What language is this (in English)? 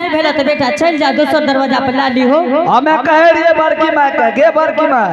Angika